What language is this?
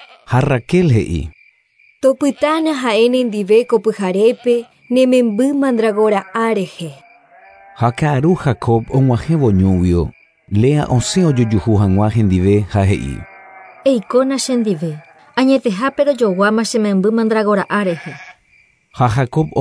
Guarani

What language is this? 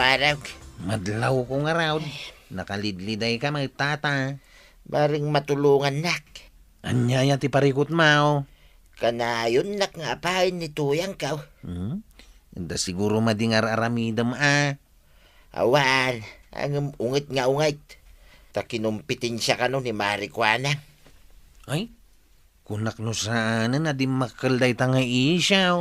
Iloko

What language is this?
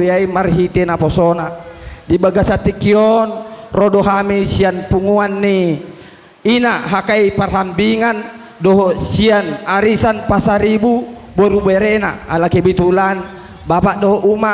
Batak Toba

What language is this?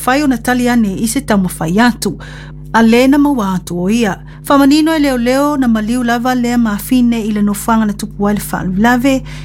Samoan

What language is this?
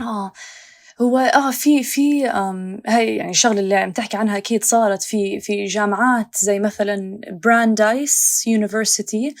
North Levantine Arabic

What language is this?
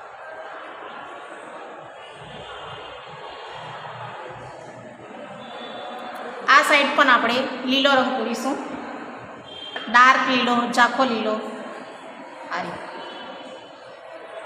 Gujarati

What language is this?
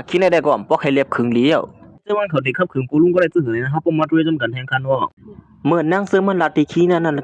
Shan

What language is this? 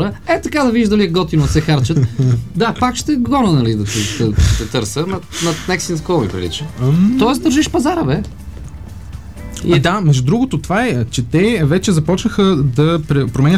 Bulgarian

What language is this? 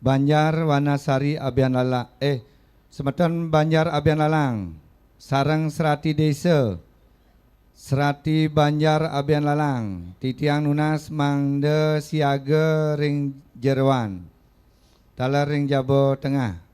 Balinese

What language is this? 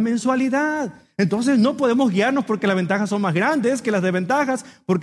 Spanish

